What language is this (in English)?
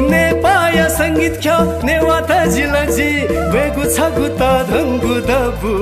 Newari